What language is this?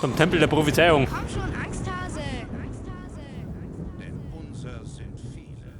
Bavarian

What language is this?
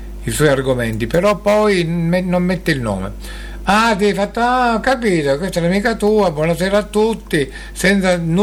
Italian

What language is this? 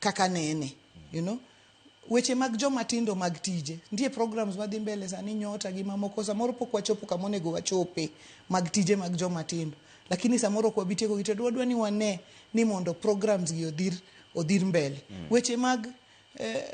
Luo (Kenya and Tanzania)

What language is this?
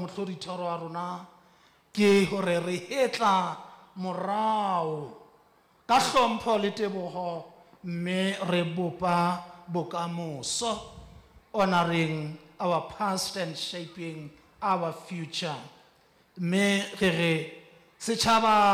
Southern Sotho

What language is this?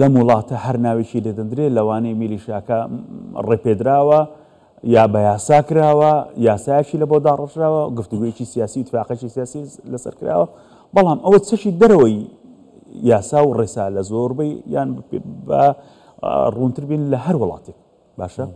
Central Kurdish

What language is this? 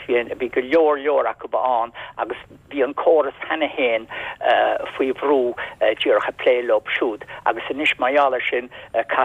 Irish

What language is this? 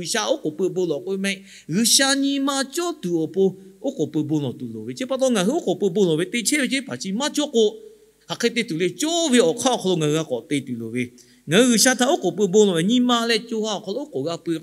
Lahu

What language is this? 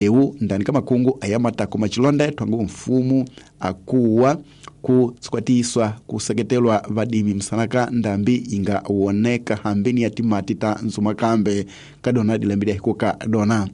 Tsonga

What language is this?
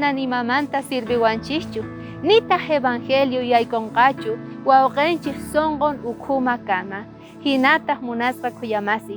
South Bolivian Quechua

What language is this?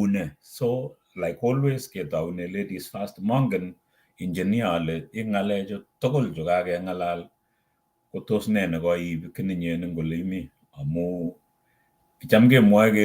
Kalenjin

